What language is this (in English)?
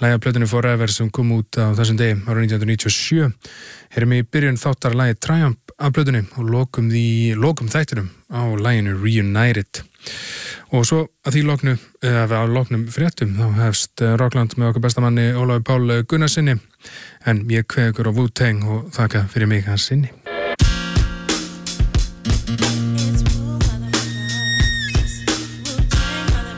Icelandic